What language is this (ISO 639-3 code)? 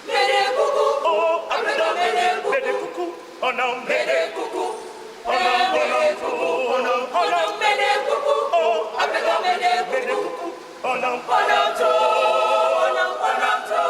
ewe